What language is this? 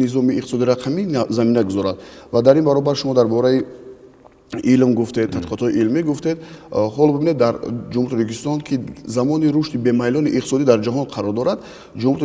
Tajik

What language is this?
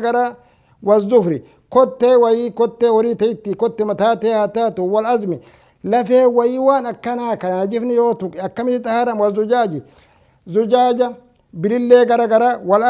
Oromo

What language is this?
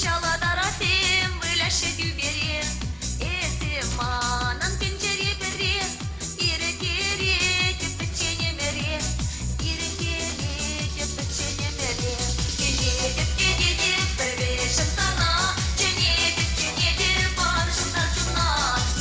Chuvash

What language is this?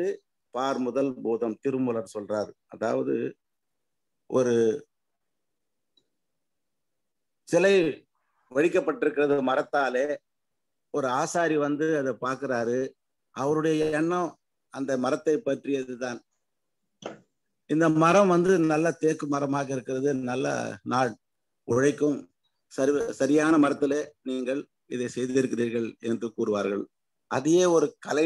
Tamil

